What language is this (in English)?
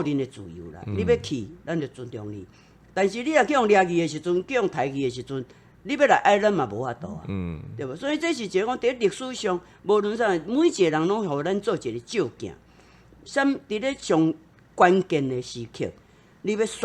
Min Nan Chinese